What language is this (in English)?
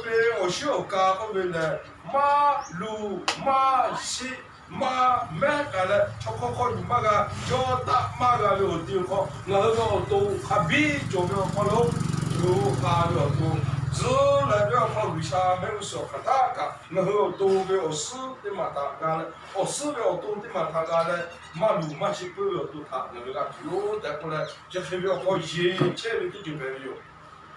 Lahu